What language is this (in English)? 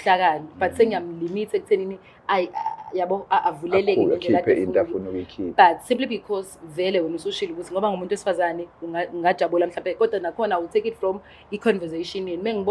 Zulu